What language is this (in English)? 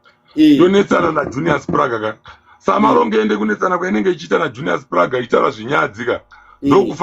Shona